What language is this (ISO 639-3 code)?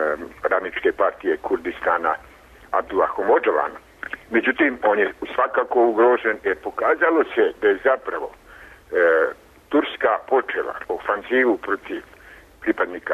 srp